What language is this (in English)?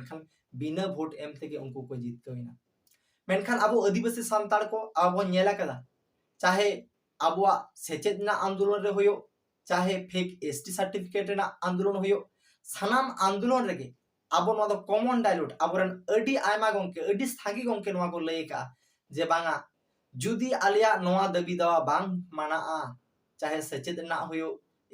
Santali